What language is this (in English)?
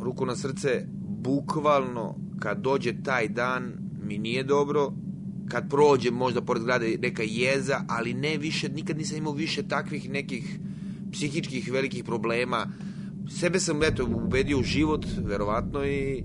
Serbian